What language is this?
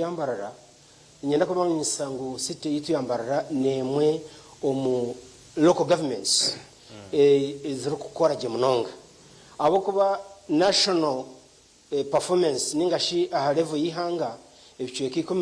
Nyankole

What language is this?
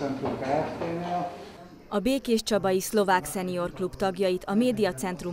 Hungarian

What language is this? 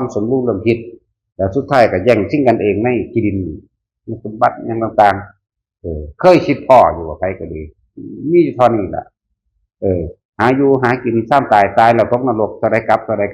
Northeastern Thai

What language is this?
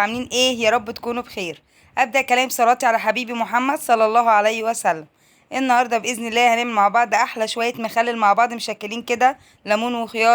Egyptian Arabic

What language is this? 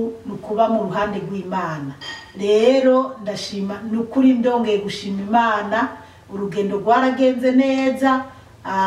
Rundi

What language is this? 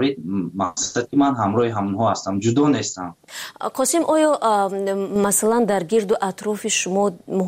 Tajik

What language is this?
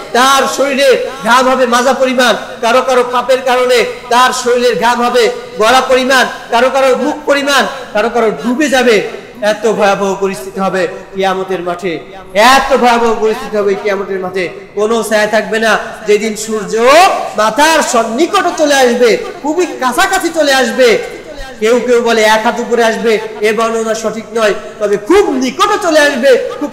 Bangla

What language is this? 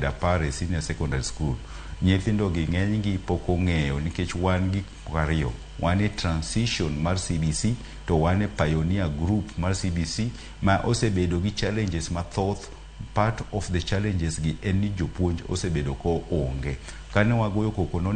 Luo (Kenya and Tanzania)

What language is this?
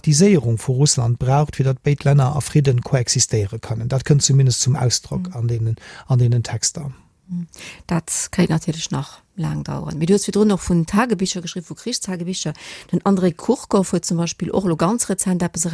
Luxembourgish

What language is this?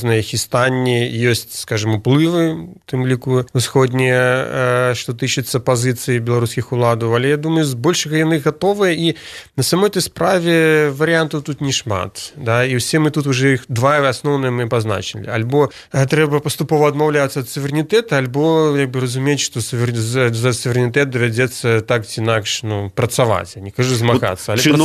Belarusian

